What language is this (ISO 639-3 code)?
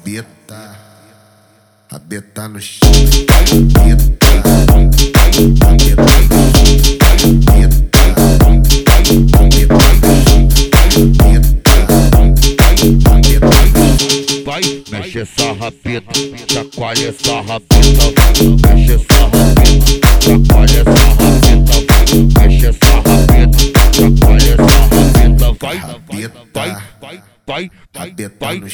por